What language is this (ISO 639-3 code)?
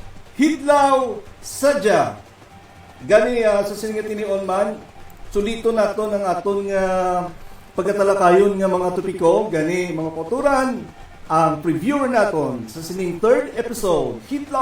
hil